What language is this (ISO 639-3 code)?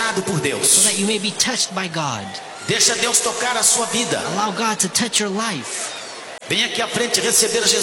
por